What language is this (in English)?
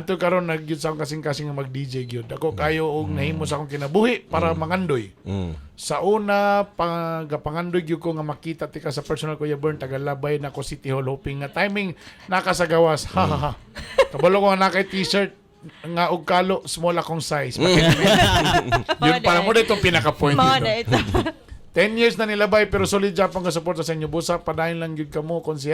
Cebuano